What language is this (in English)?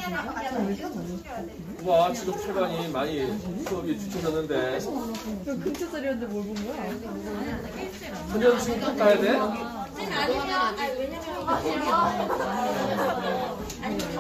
Korean